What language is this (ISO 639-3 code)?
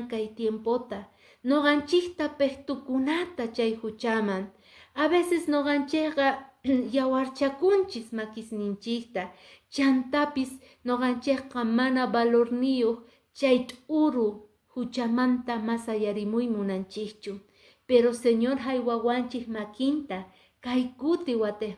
que